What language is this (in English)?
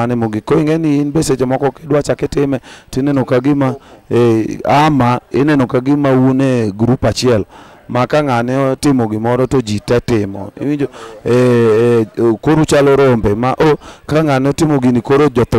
Luo (Kenya and Tanzania)